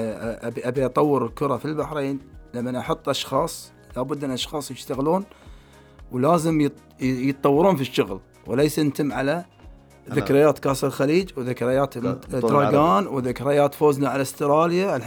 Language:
Gulf Arabic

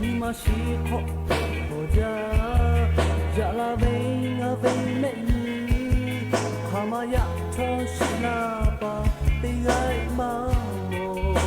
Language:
Lahu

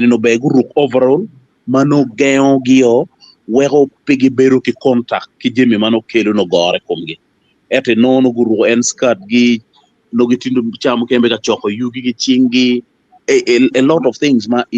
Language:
Acoli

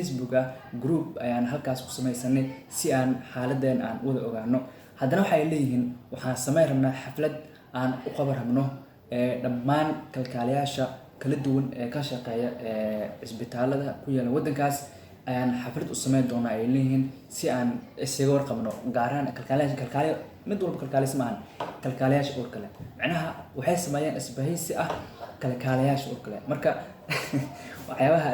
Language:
Somali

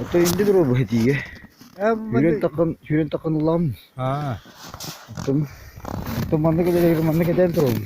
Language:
Yakut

